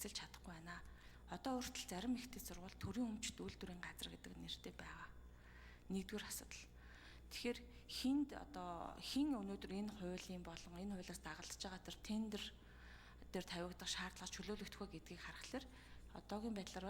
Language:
Mongolian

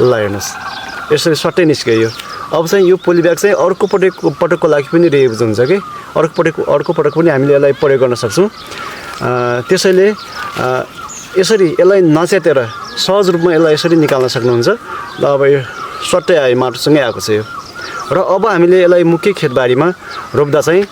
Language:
Nepali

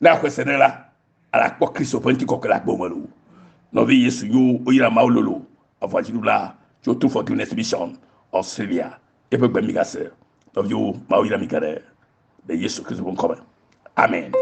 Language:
Ewe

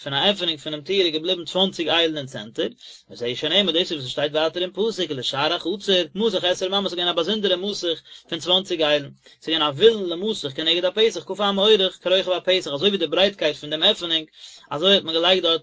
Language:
Yiddish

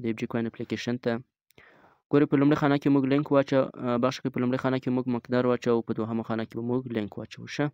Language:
Pashto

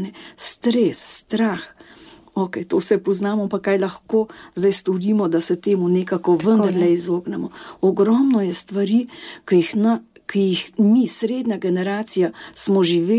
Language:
Slovenian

